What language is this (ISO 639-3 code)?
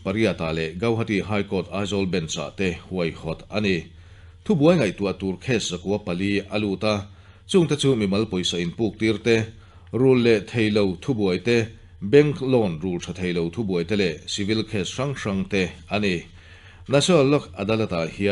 lus